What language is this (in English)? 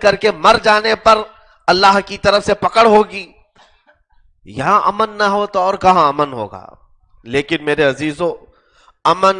Urdu